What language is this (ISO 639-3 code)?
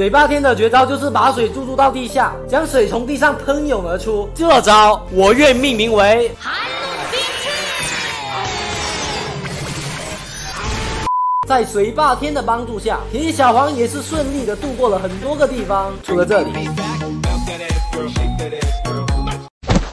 zho